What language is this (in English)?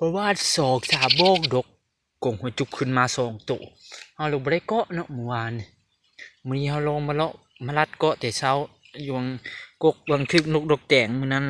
Lao